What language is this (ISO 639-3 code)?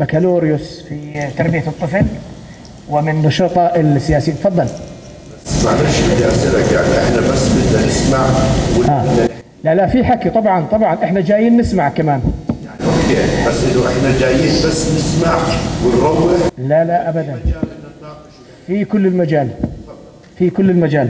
apc